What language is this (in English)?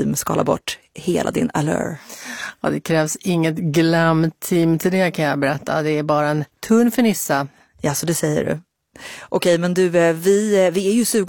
Swedish